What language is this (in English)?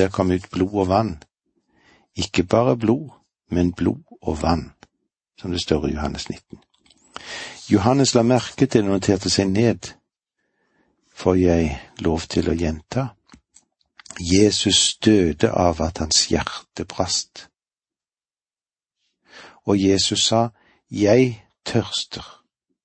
Norwegian